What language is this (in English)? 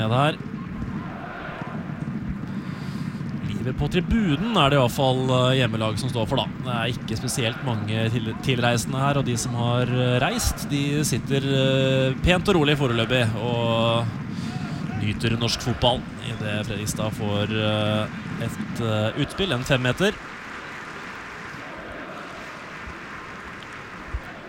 Norwegian